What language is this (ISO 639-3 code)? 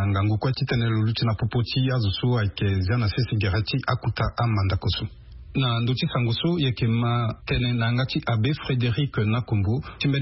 sag